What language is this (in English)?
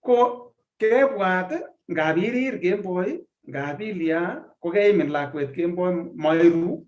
Kalenjin